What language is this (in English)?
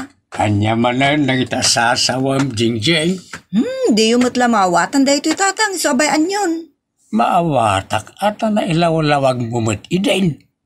Iloko